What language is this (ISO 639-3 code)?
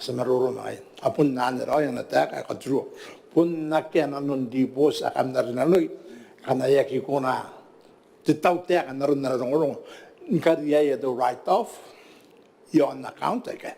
gil